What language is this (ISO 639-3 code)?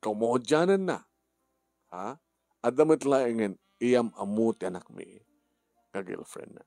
ilo